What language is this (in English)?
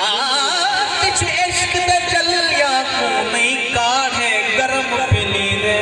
Saraiki